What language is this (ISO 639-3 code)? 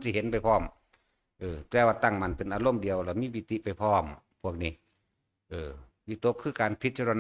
tts